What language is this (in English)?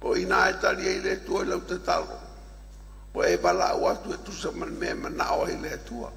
Samoan